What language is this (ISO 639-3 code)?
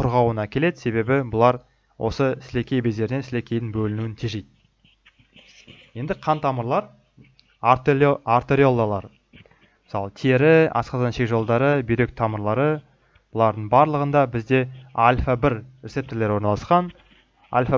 kaz